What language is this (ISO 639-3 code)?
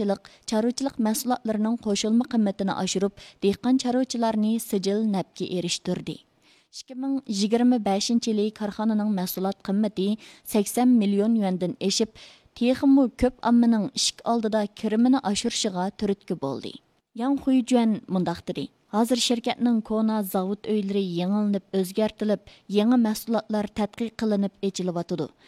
uig